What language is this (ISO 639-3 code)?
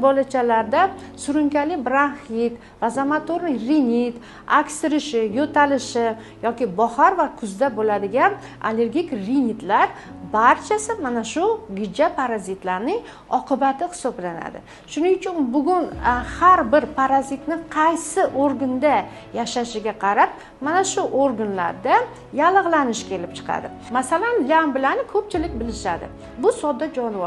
uzb